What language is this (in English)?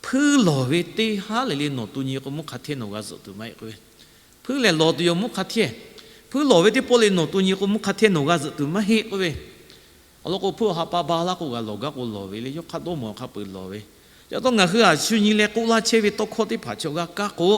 Lahu